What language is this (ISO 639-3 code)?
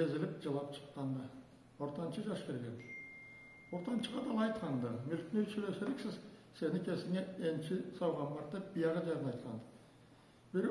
krc